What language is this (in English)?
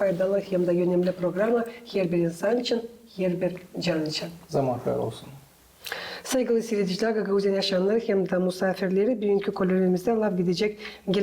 Gagauz